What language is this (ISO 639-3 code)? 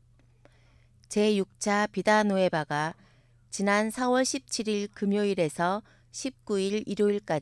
kor